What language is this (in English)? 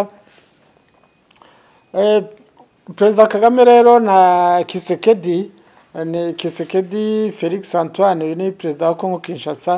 Kinyarwanda